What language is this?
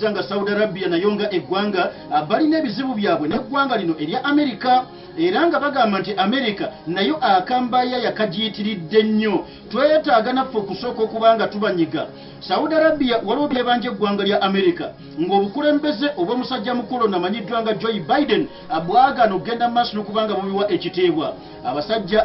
Ganda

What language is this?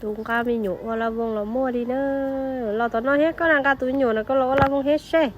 Hmong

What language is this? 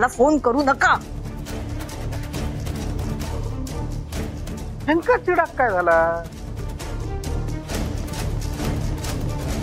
Marathi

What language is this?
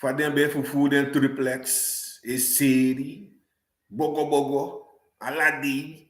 Sranan Tongo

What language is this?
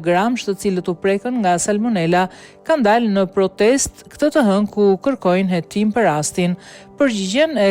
Albanian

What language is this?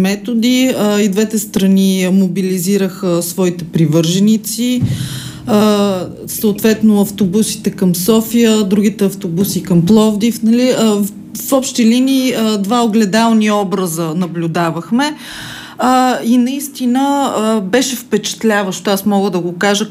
Bulgarian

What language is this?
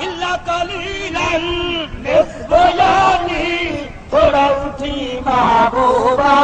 Saraiki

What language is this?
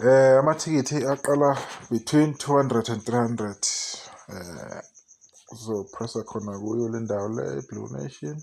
Zulu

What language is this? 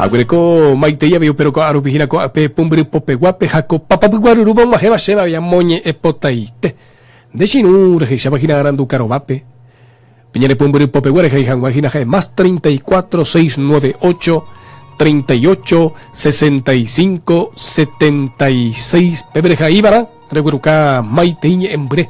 Guarani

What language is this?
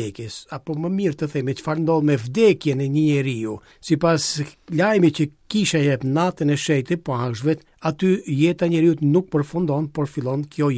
Albanian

